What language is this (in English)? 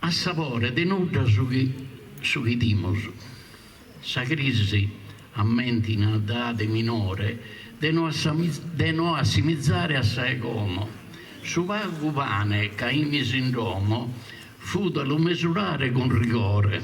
Sardinian